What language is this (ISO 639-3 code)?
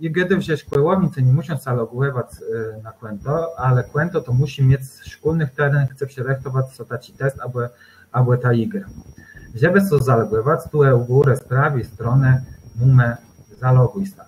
csb